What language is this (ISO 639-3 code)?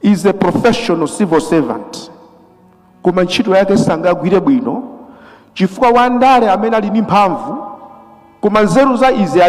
nya